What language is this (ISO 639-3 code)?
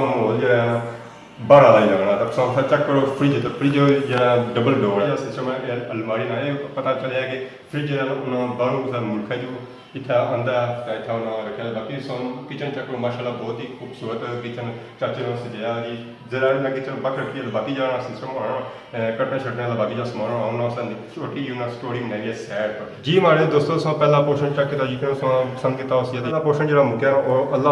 phr